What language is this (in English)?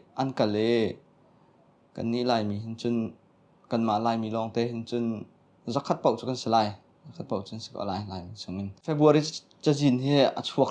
Hakha Chin